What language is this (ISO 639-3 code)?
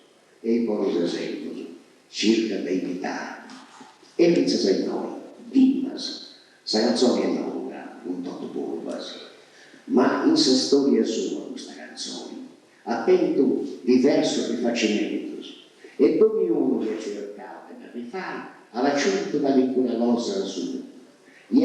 srd